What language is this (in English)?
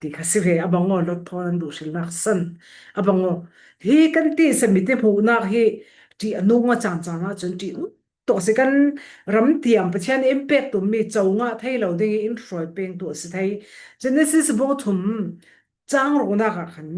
Falam Chin